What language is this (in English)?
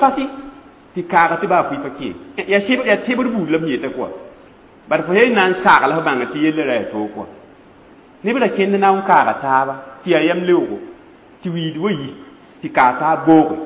Mossi